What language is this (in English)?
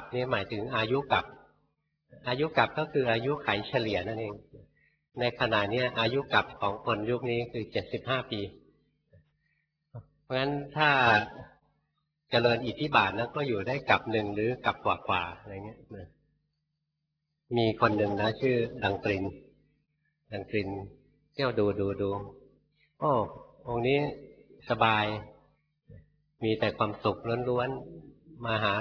Thai